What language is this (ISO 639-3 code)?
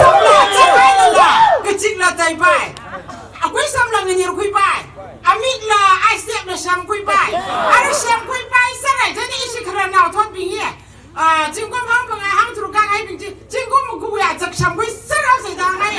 nmf